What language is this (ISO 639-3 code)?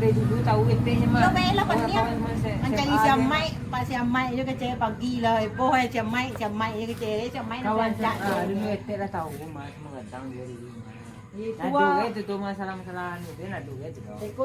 min